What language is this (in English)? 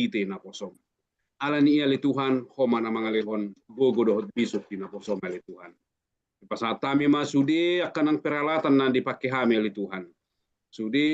Batak Toba